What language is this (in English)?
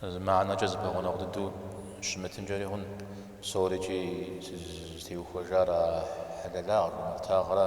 Kabardian